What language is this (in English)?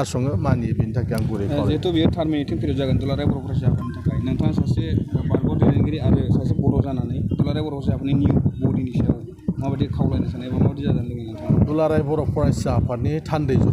Bodo